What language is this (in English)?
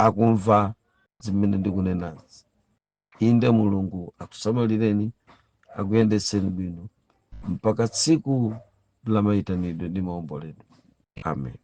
Nyanja